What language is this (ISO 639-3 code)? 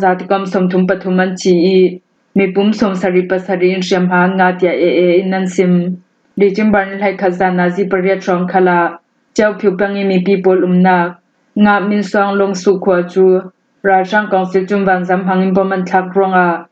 cfm